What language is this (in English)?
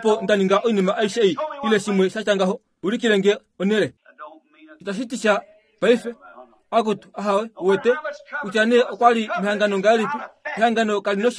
Kuanyama